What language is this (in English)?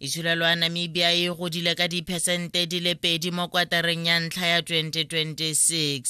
Tswana